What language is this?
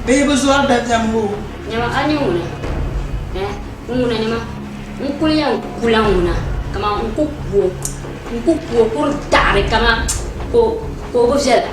Dagbani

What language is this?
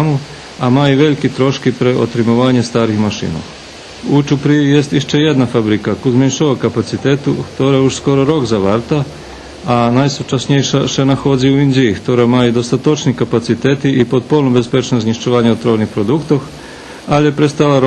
Rusyn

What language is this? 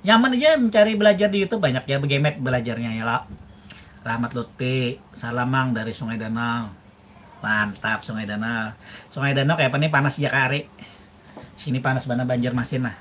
Banjar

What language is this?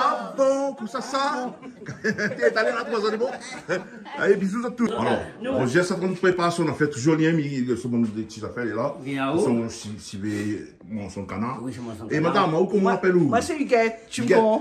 Réunion Creole French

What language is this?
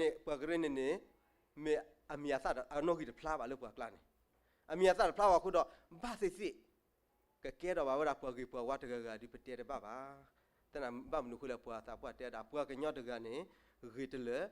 S'gaw Karen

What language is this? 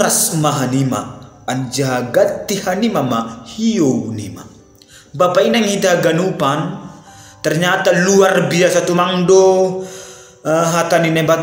Batak Simalungun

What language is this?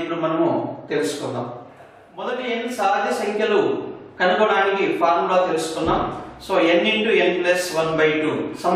Telugu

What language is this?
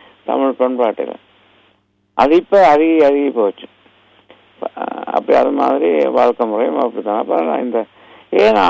Tamil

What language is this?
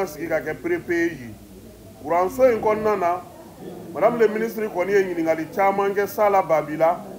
Bambara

